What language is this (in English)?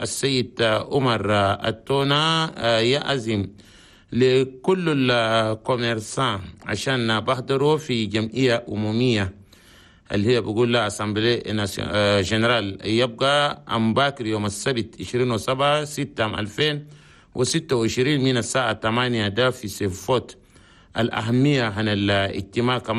Chadian Arabic